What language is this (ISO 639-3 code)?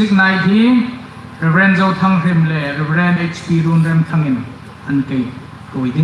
hmr